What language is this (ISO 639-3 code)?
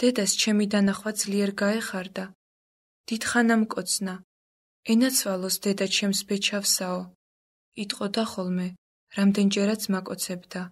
kat